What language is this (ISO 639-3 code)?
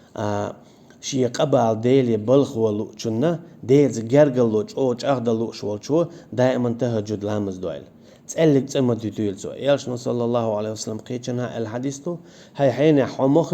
che